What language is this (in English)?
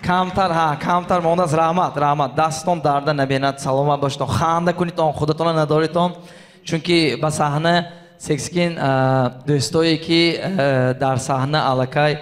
Tajik